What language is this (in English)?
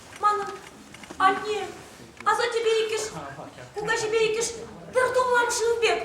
Chuvash